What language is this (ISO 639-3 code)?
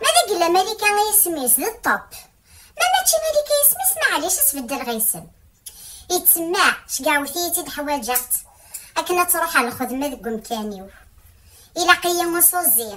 kab